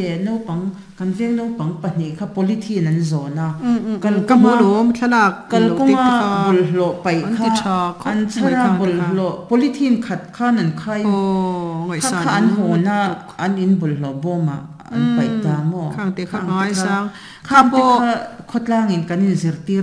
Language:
Mizo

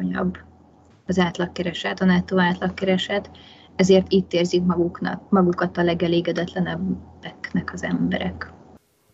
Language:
Hungarian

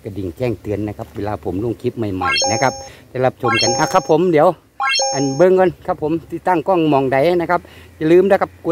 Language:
Thai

